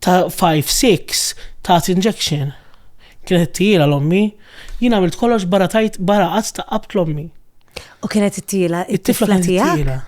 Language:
Maltese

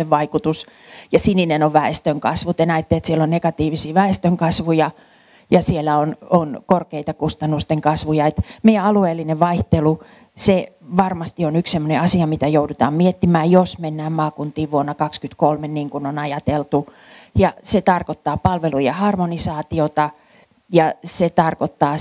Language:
Finnish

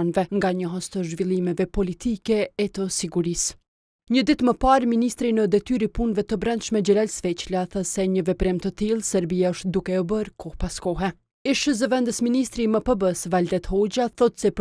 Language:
Albanian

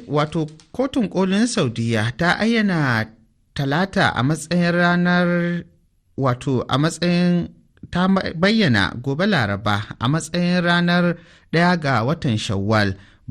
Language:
Hausa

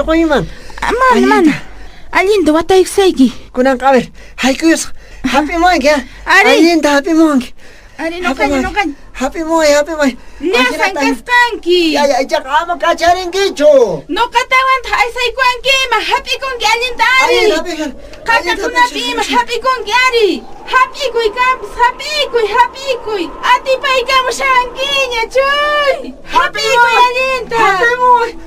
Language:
Quechua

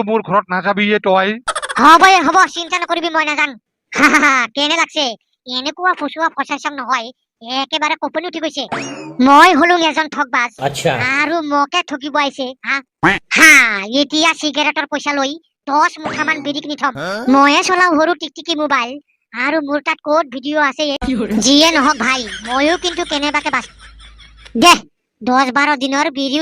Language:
Assamese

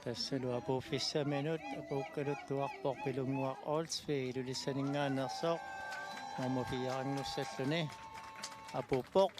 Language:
Kalaallisut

